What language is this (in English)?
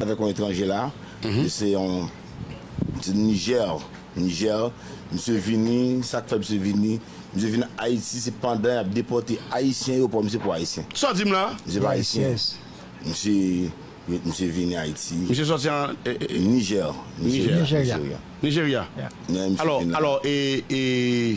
Haitian Creole